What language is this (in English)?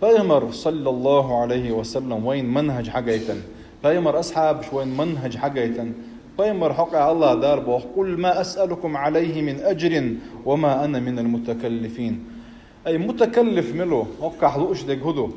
Chechen